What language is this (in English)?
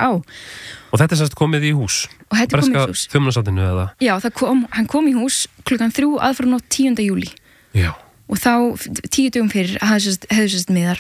Icelandic